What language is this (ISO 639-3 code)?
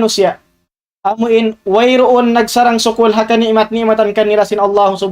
tsg